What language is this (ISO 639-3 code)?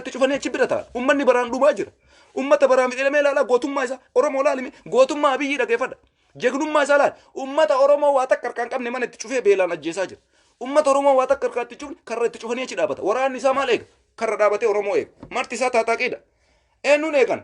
orm